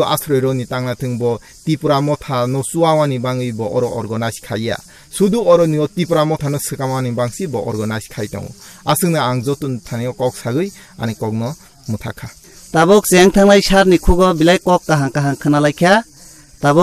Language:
Kok Borok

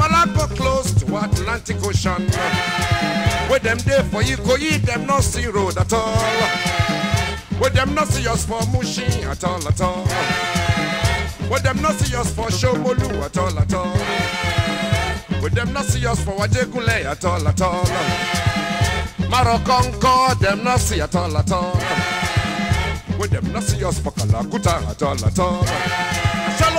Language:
Nigerian Pidgin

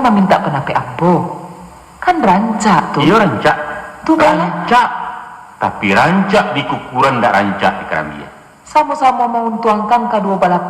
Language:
Minangkabau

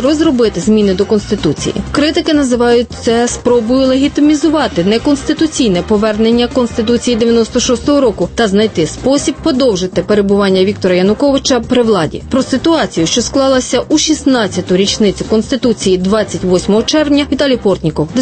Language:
Ukrainian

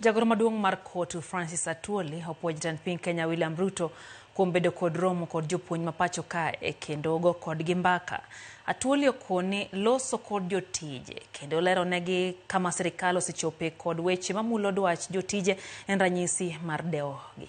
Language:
Luo (Kenya and Tanzania)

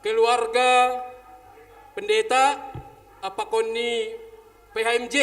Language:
Batak Simalungun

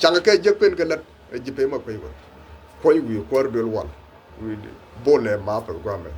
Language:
Nuer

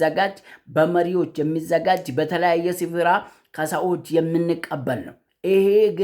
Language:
Amharic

